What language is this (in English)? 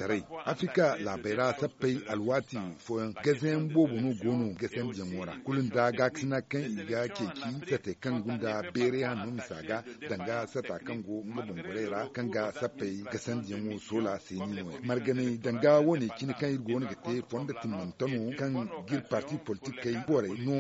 Zarma